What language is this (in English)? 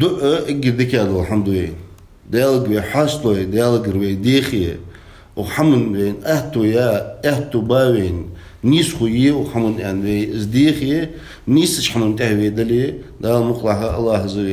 Ingush